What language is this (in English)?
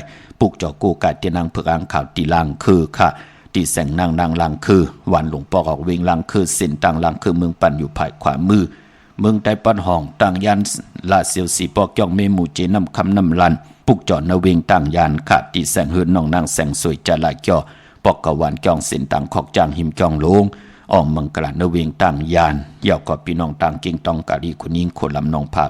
Shan